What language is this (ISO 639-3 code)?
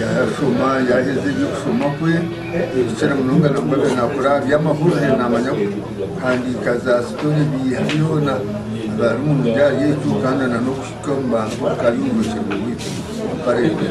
nyn